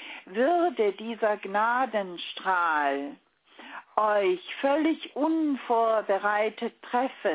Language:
German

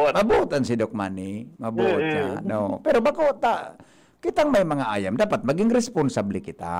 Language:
Bikol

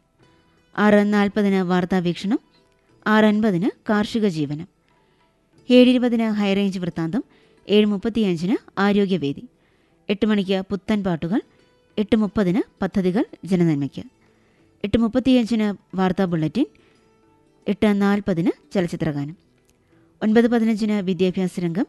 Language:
Malayalam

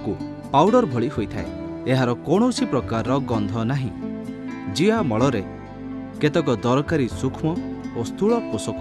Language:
Odia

